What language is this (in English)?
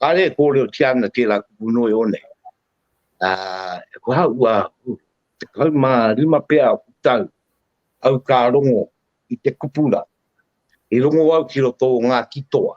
Māori